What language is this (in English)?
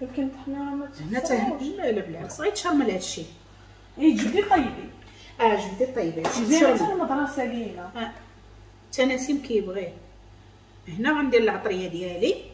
Moroccan Arabic